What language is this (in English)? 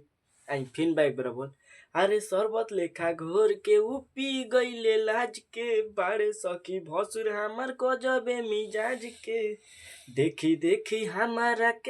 Bhojpuri